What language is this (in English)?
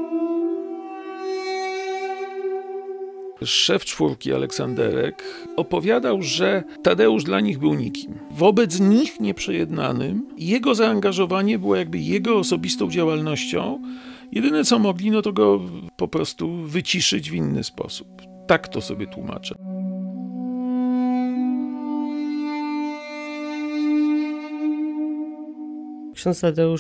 Polish